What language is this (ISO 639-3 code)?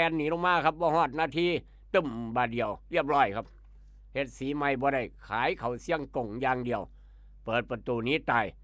tts